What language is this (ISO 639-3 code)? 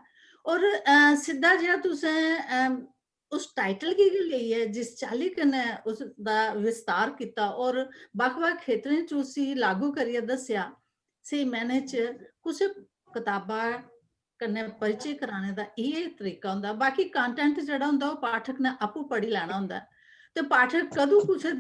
doi